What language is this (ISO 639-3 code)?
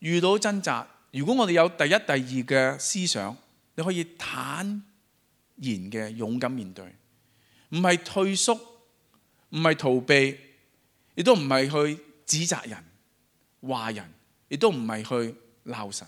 yue